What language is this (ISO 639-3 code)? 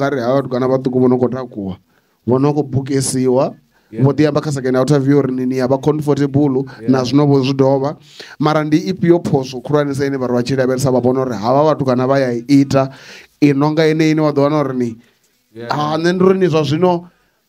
ven